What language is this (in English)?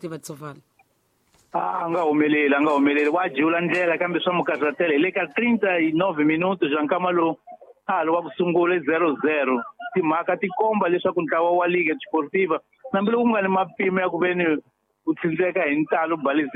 Tsonga